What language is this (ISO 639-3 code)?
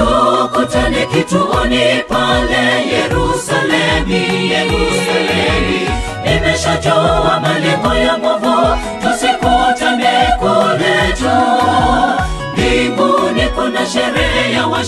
swa